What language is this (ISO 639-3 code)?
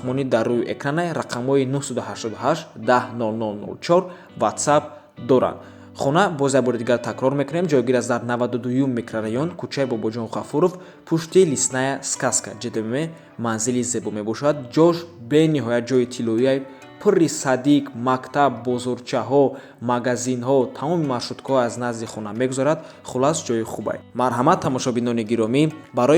tgk